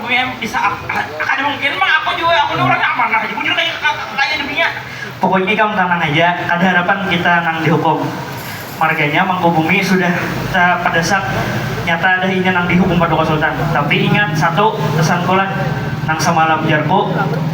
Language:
Banjar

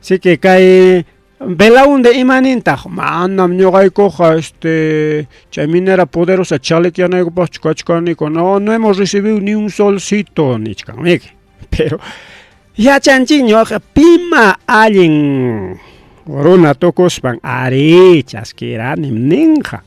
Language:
Ayacucho Quechua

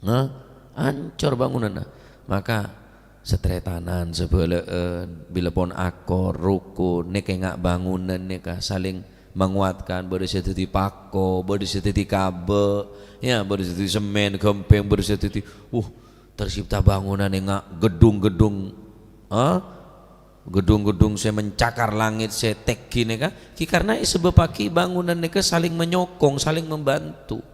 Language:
Madurese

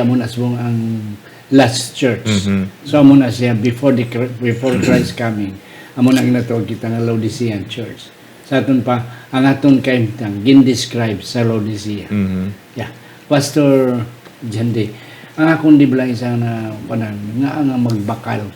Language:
Hiligaynon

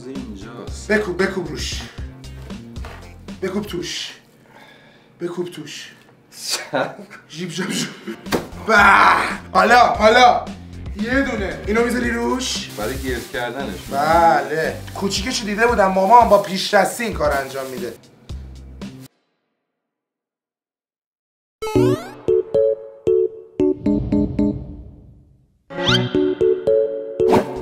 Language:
Persian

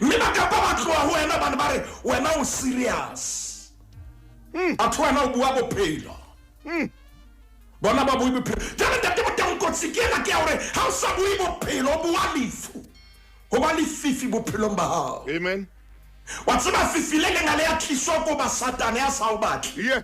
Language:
Southern Sotho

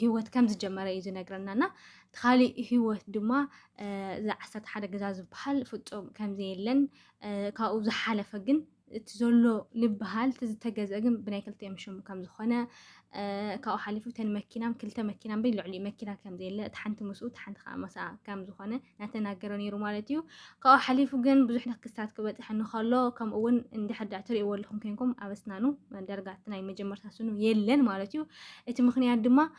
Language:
Tigrinya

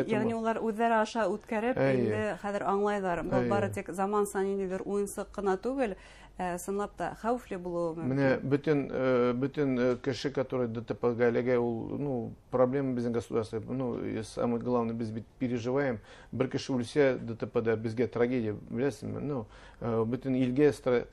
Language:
Bashkir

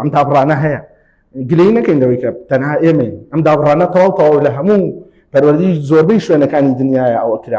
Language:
Central Kurdish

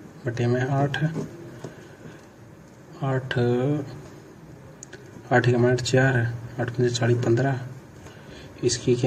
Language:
Hindi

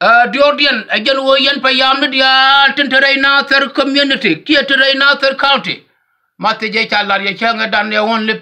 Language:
Nuer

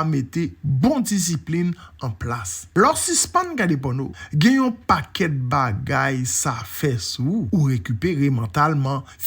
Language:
Haitian Creole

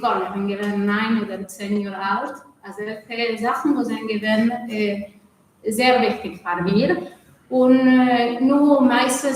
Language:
Yiddish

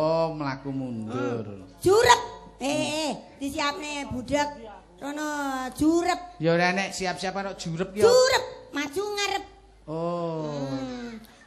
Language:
Javanese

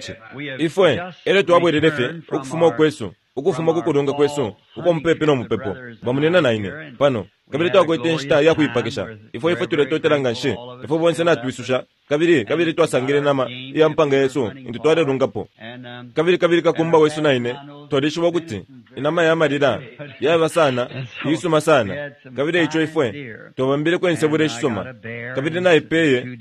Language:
Bemba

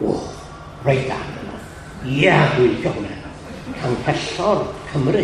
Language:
Welsh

